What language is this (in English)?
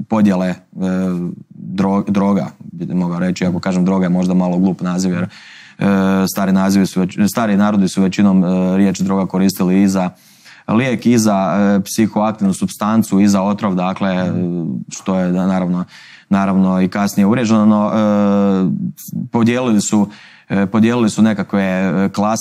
Croatian